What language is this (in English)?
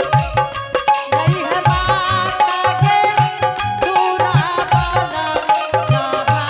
Angika